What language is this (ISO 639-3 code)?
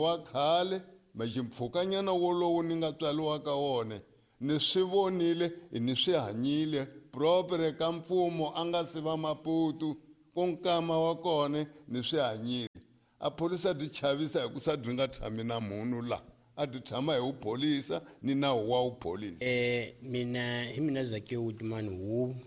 tso